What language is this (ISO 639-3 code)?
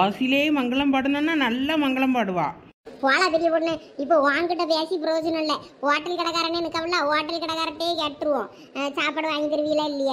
tam